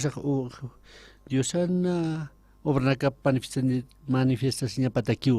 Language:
Aymara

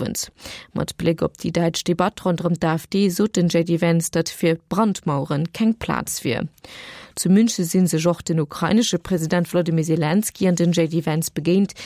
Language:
Luxembourgish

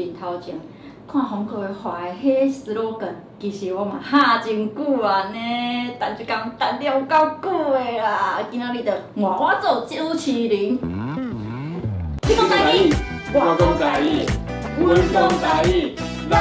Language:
Min Nan Chinese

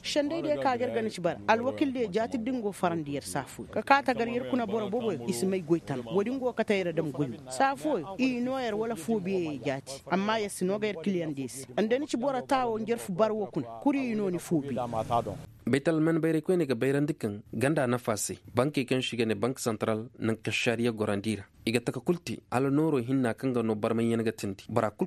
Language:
Koyraboro Senni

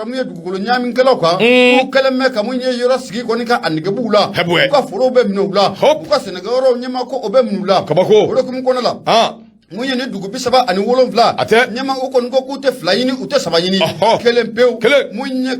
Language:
Bambara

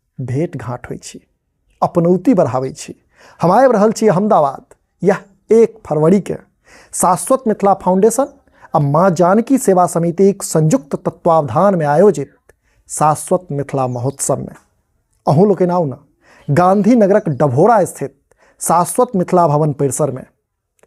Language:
Maithili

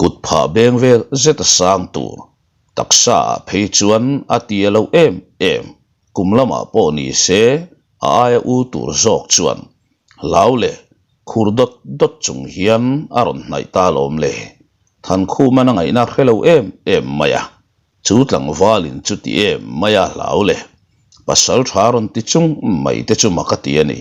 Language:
Mizo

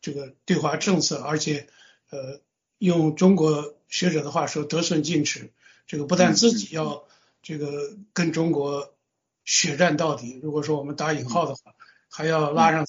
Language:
Chinese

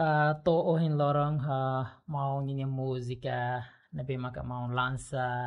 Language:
Tetum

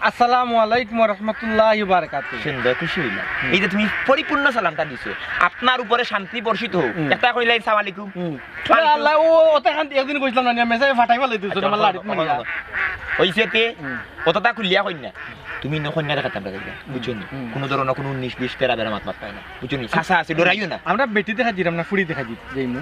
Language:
Sylheti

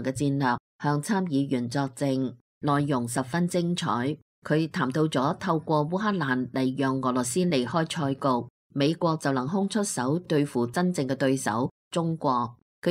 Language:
Cantonese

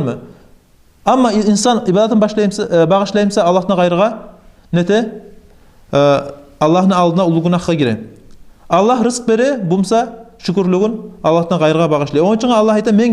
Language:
Kumyk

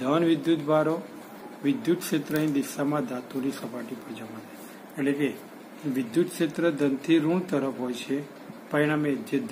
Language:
Gujarati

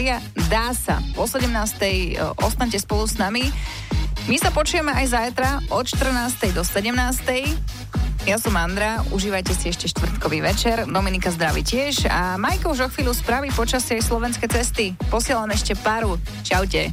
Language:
Slovak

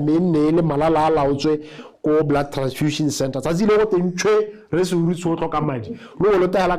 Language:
Tswana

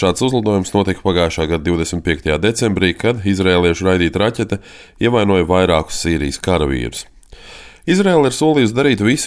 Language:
Latvian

